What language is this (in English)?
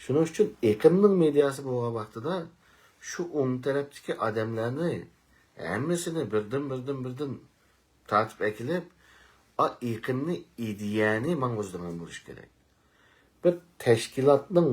Uyghur